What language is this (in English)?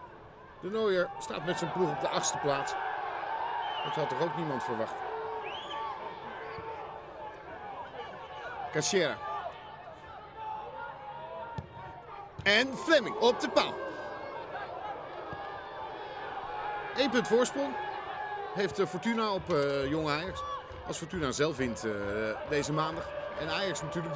Dutch